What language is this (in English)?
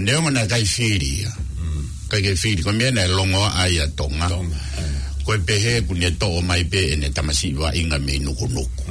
Tongan